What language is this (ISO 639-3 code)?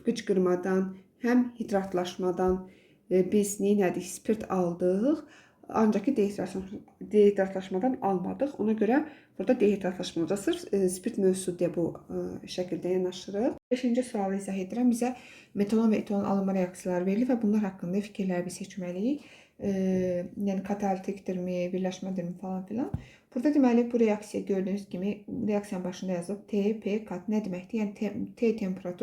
aze